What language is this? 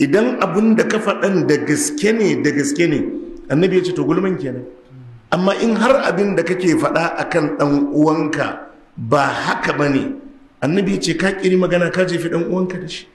Hausa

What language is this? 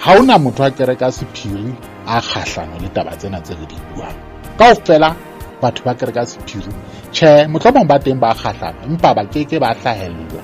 Southern Sotho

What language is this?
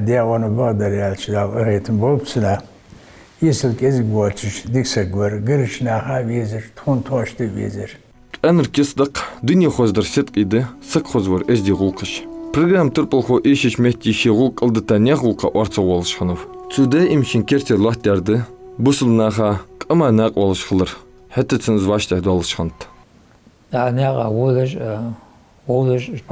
Ingush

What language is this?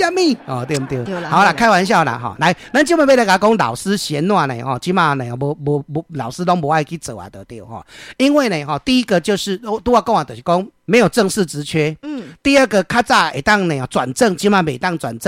Min Nan Chinese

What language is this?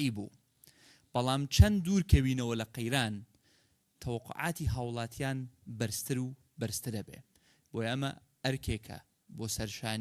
Central Kurdish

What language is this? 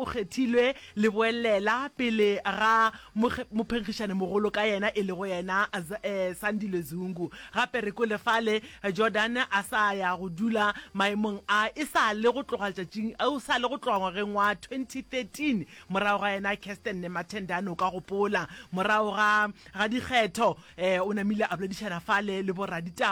Northern Sotho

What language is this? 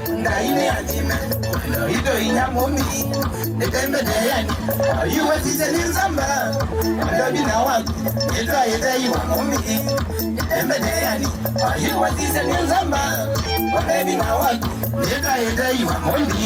Kamba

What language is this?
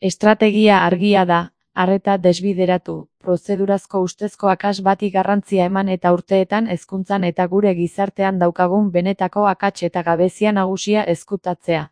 Basque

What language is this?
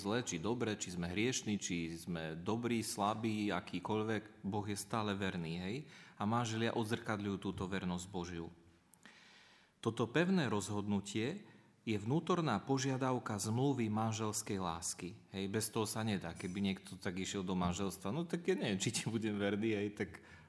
Slovak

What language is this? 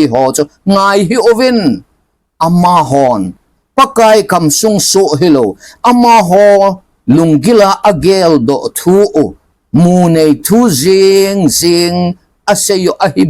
Thado Chin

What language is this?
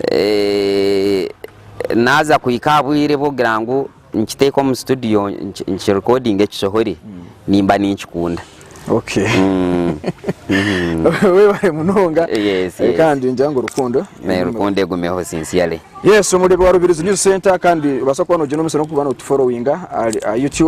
Nyankole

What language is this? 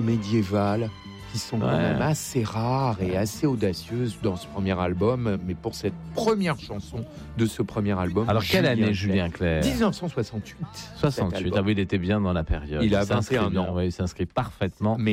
French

